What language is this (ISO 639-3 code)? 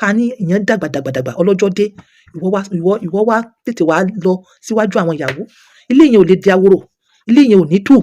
yor